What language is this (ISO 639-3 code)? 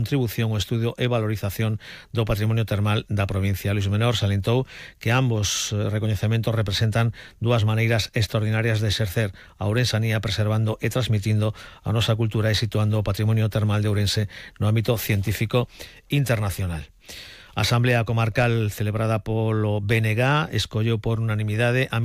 glg